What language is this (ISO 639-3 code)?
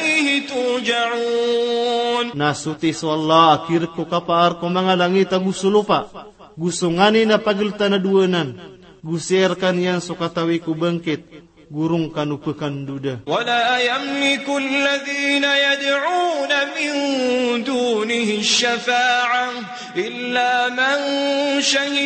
mrw